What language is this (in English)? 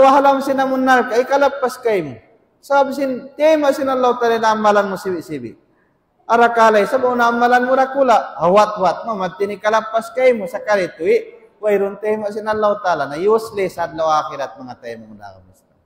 Tausug